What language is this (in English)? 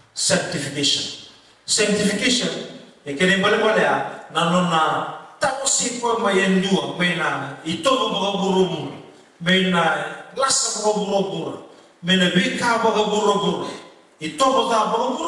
Fijian